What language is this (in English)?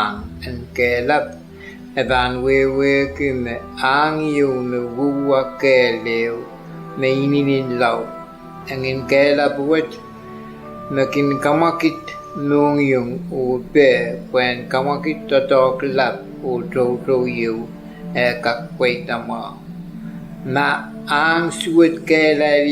Pohnpeian